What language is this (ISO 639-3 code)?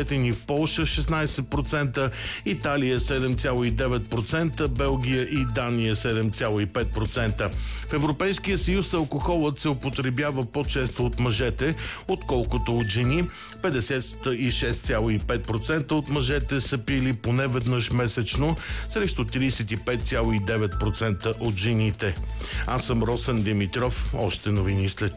bul